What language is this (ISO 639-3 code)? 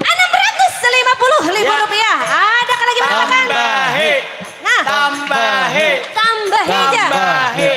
bjn